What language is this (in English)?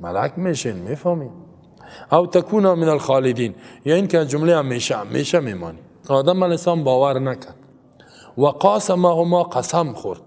Persian